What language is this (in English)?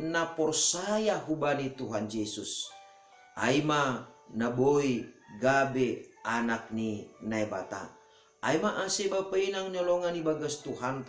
Batak Simalungun